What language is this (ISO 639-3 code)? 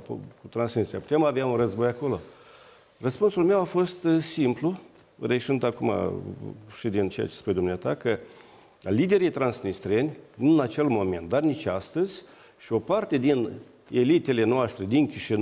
ron